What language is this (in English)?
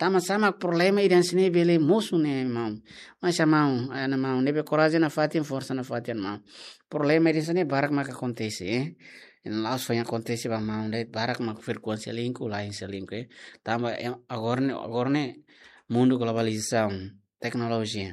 Tetum